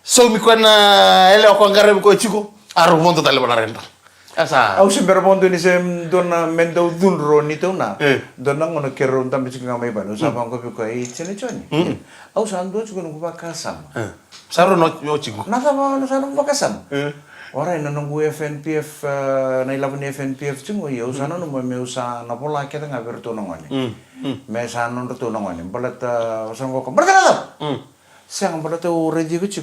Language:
Fijian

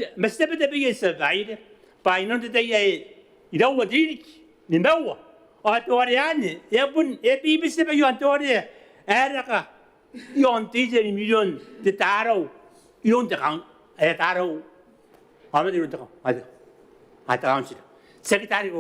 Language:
Gilbertese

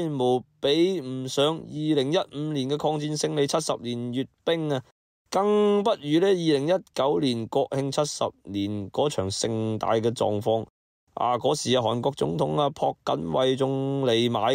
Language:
Cantonese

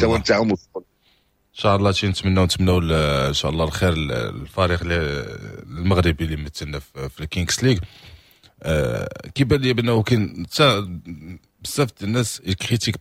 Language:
Moroccan Arabic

